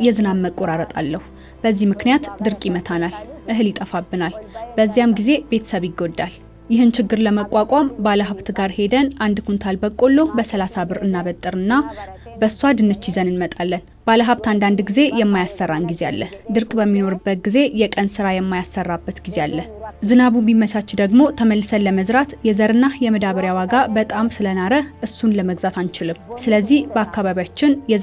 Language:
Amharic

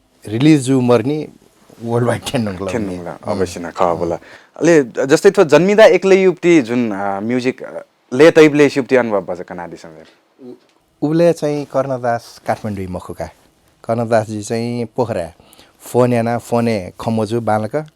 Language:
Newari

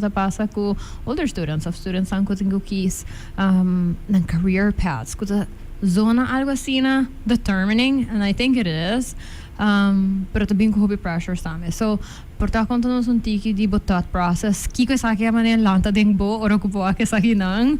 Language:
Papiamento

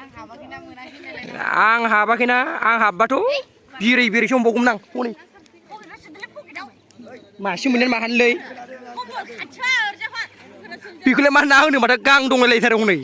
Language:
Bodo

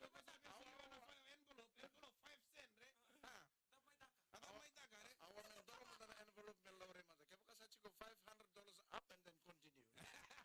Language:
Fijian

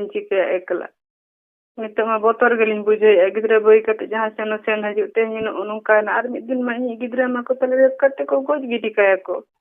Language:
Santali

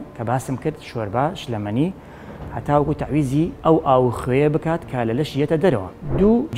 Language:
Central Kurdish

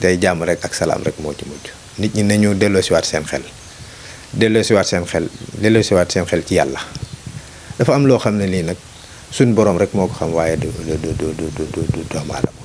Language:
Wolof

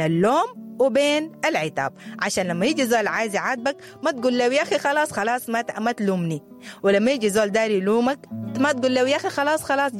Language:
Sudanese Arabic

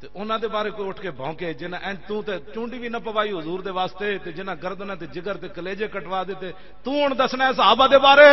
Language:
Western Panjabi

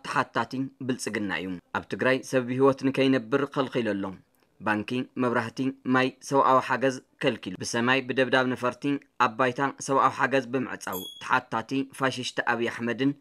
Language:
Tigrinya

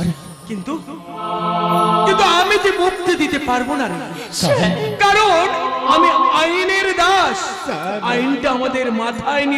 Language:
Bangla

